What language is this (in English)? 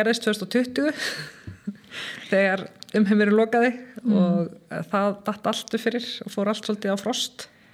Icelandic